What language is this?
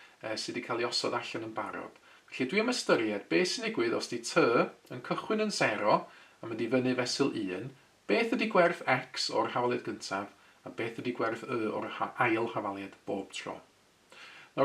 Welsh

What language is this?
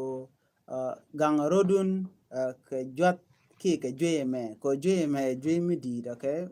Nuer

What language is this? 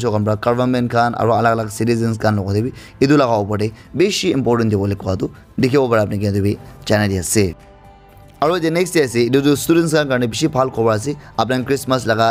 Naga Pidgin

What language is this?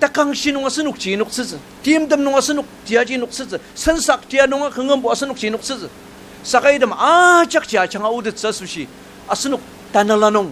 Ao Naga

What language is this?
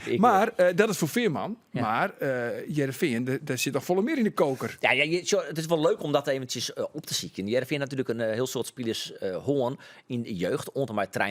Western Frisian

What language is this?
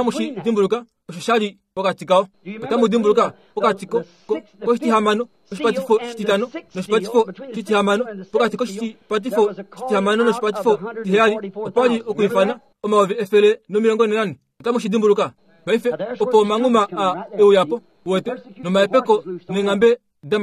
Kuanyama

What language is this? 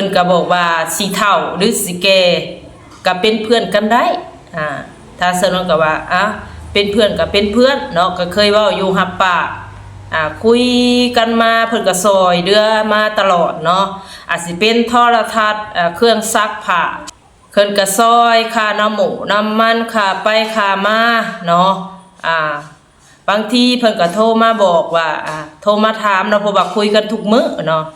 Lao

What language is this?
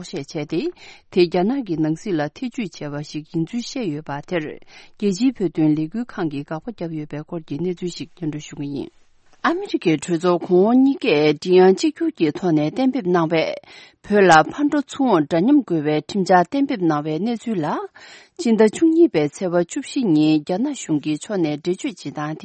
Tibetan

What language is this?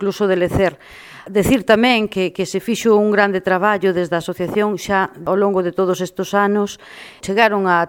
Galician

